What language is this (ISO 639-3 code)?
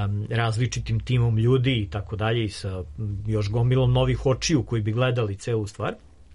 srp